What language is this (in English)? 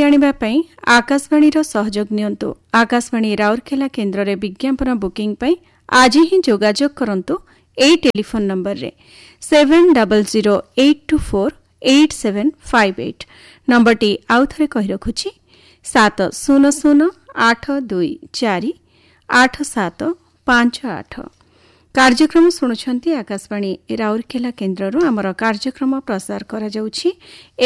Odia